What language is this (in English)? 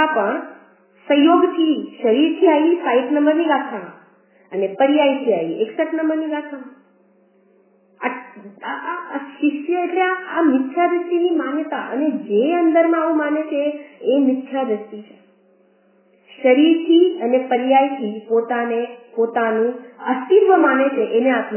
Gujarati